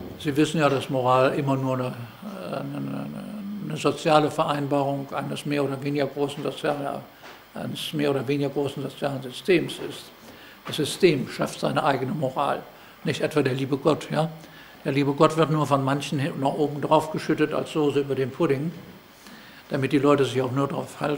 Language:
German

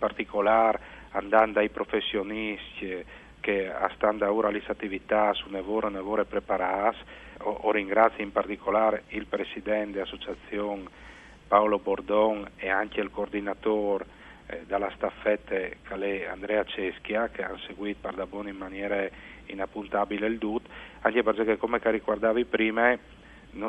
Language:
Friulian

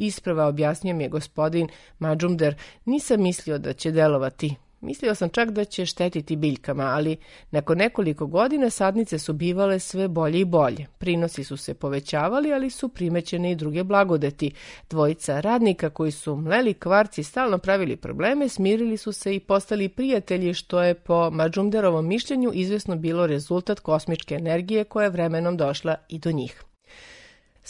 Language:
Serbian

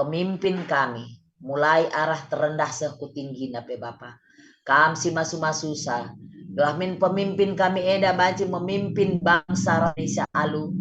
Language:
Batak Karo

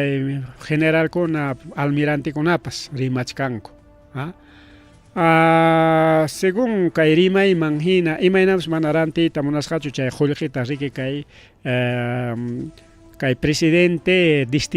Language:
Ayacucho Quechua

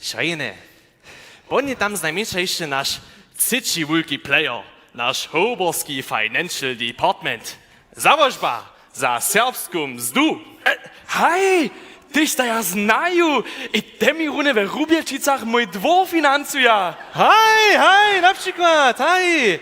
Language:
Upper Sorbian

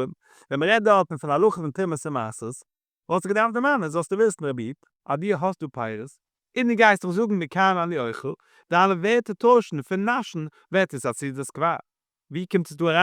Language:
Yiddish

